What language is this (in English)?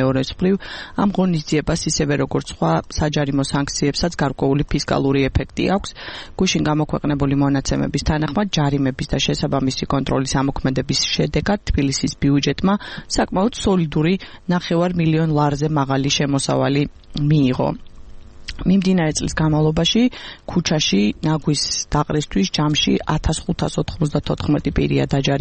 Georgian